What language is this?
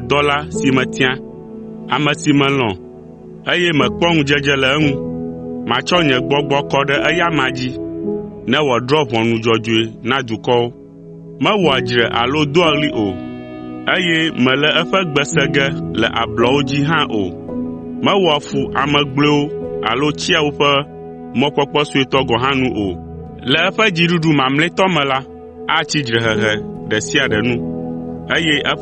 Ewe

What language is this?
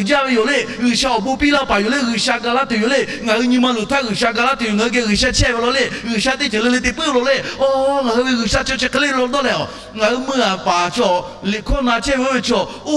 Lahu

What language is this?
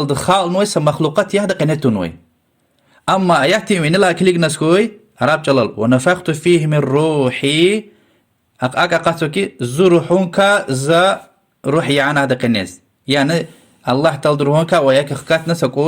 Lezghian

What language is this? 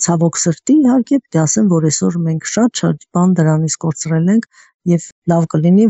Armenian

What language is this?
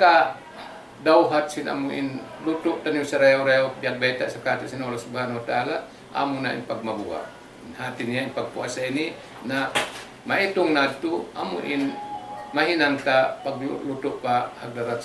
Tausug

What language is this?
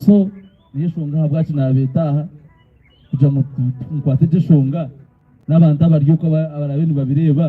Nyankole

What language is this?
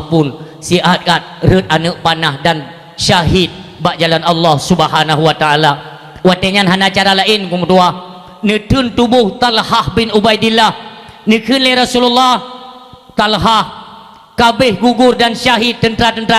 Achinese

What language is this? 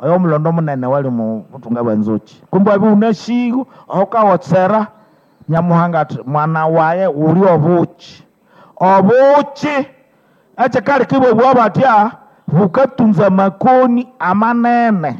Nande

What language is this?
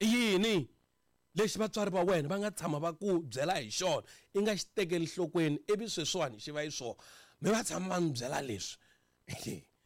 Tsonga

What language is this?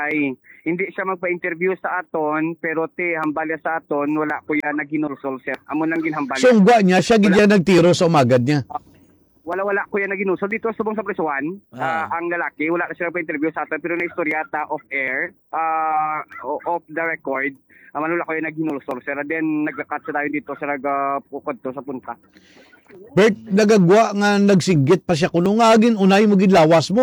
Hiligaynon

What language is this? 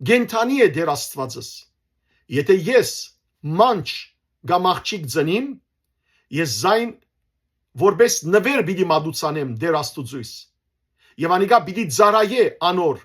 Western Armenian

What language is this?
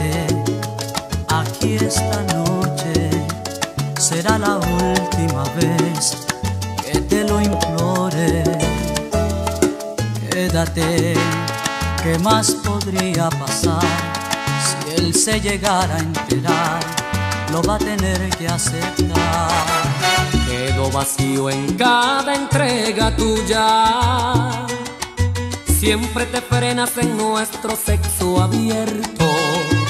Spanish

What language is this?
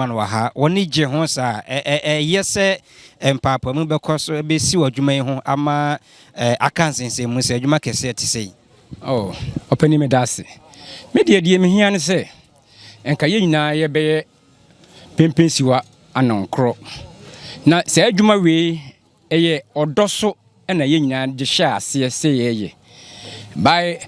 Akan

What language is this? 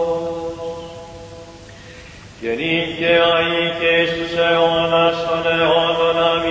Greek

